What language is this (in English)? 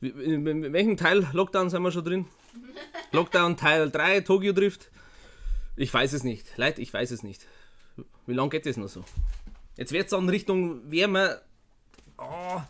Bavarian